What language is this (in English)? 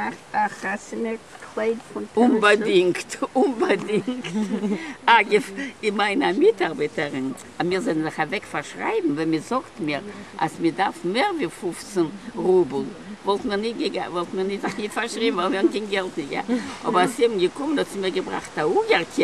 Yiddish